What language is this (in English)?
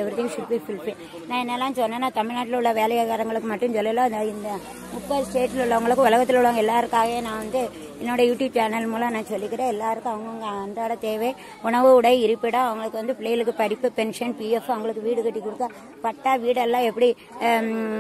Tamil